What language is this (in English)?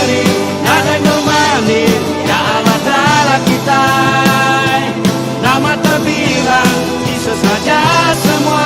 Iban